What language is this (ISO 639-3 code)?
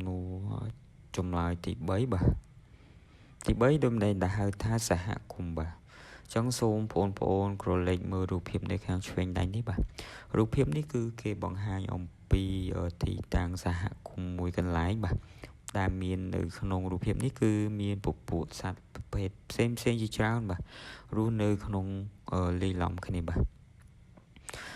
khm